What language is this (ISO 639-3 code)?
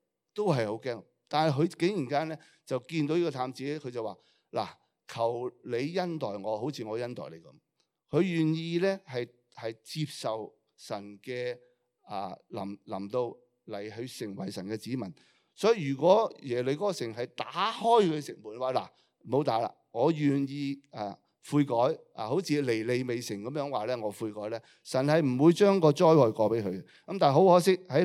yue